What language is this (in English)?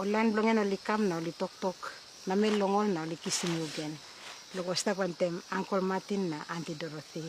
Tok Pisin